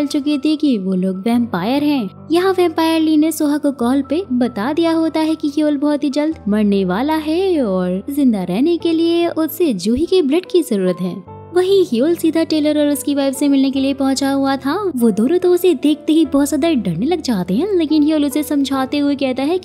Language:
Hindi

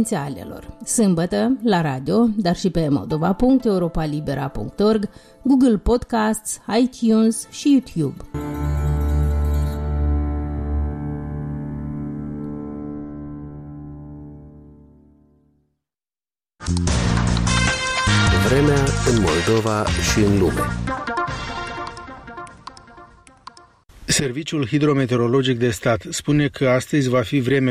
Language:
Romanian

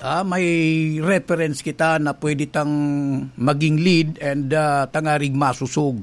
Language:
Bikol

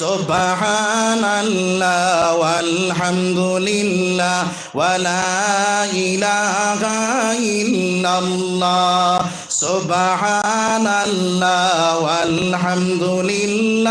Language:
Sylheti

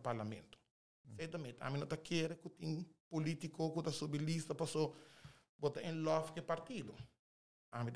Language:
Papiamento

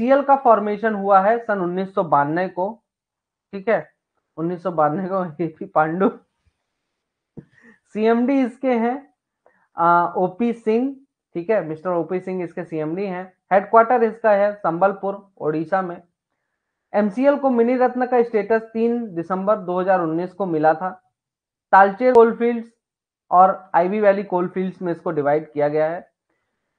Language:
Hindi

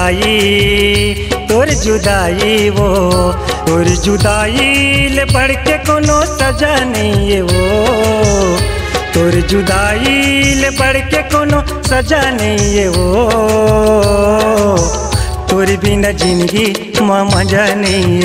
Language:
Chhattisgarhi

